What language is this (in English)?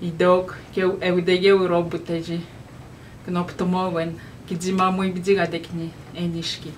Atikamekw